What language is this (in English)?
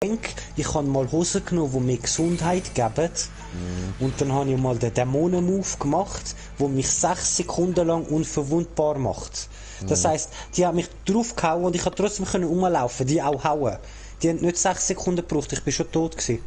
Swiss German